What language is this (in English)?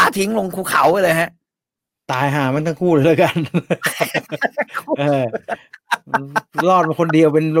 Thai